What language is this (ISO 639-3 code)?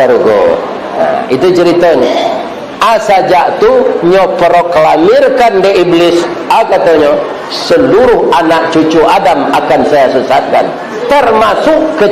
min